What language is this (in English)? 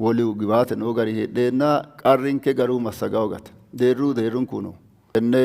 Sidamo